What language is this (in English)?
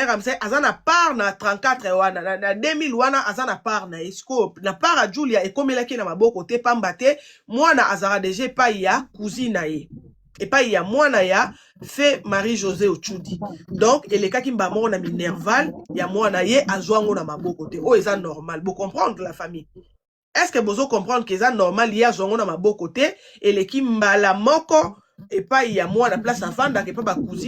Lingala